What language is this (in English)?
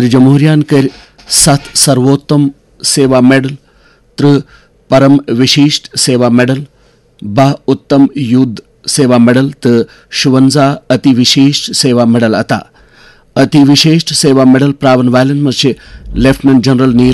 Kashmiri